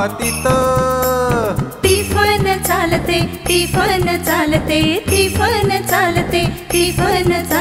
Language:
Marathi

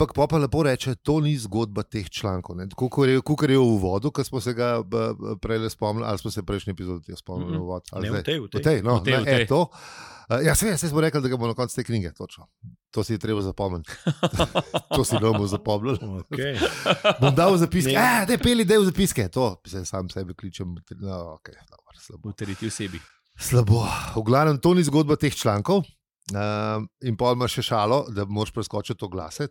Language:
Slovenian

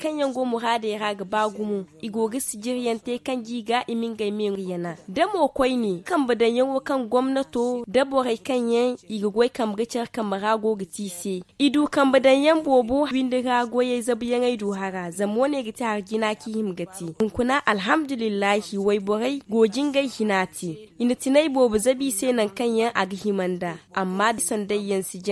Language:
Zarma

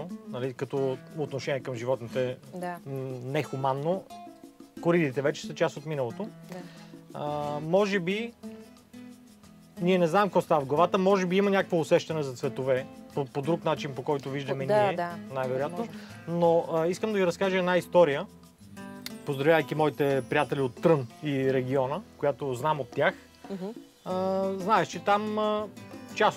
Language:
Bulgarian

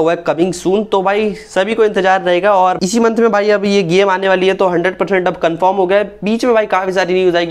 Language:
Hindi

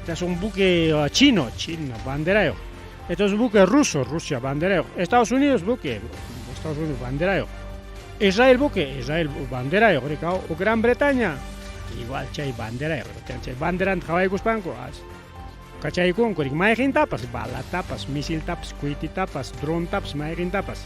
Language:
Ayacucho Quechua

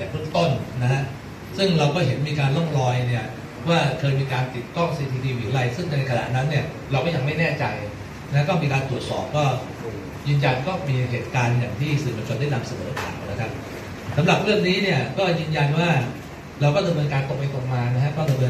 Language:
Thai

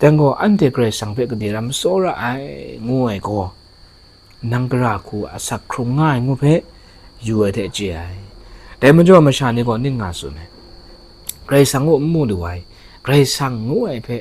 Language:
Kachin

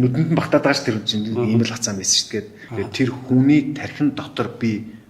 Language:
Mongolian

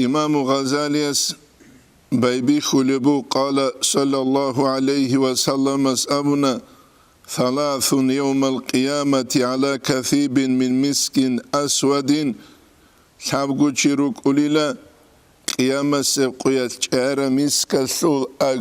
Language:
Avaric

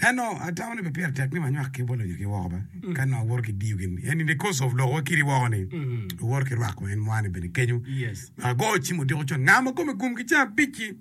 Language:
Acoli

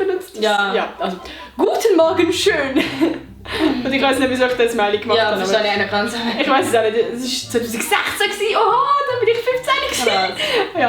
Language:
Swiss German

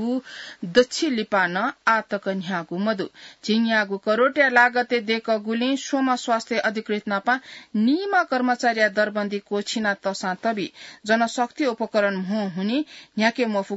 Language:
Newari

